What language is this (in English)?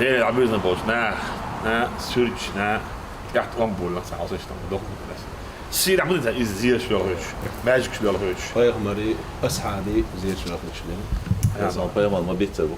Chechen